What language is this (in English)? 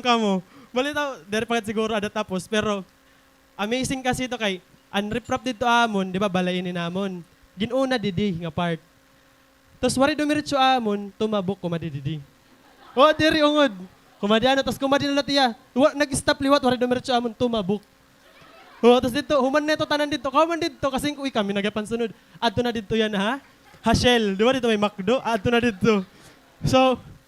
Waray